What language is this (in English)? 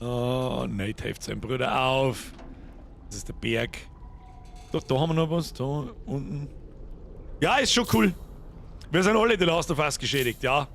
Bavarian